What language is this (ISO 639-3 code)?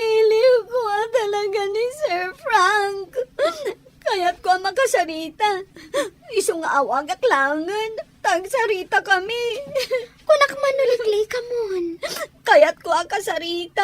ilo